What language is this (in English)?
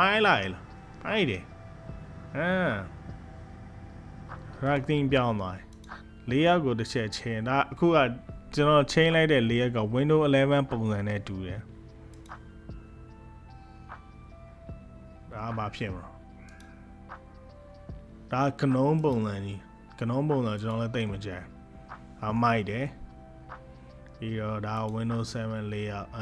Burmese